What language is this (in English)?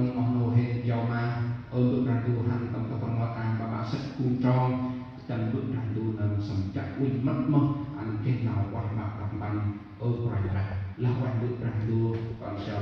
Central Mnong